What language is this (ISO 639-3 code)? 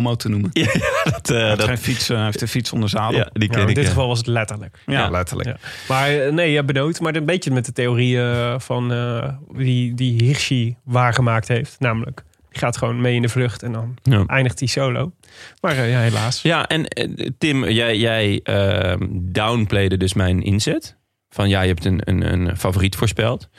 nld